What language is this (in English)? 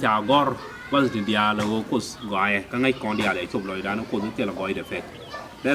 Nuer